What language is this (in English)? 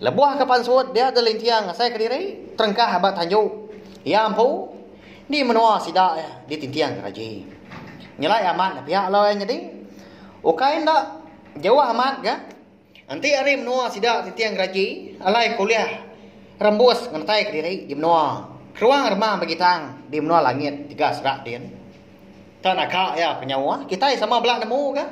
Iban